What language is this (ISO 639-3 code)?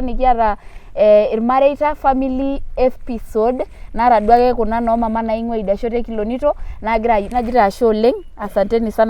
mas